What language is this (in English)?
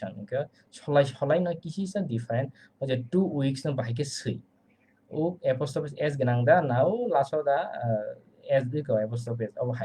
Kok Borok